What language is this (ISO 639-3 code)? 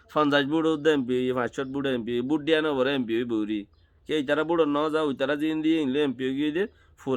rhg